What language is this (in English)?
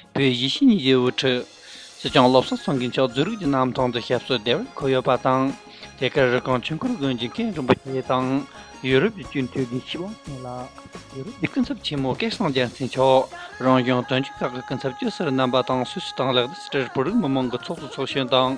Tibetan